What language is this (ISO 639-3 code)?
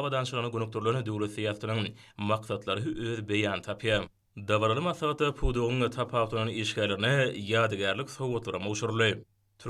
tuk